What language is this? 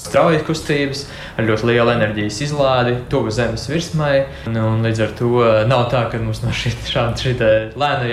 Latvian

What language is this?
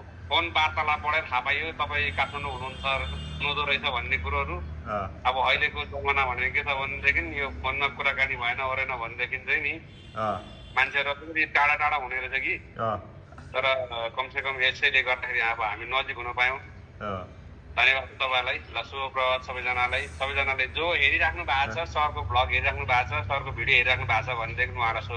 Nepali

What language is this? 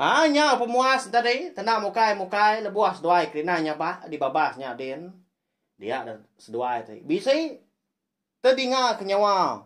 Iban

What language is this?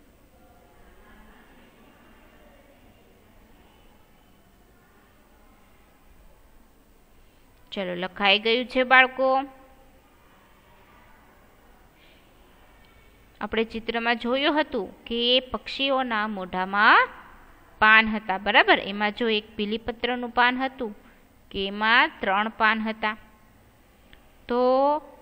Gujarati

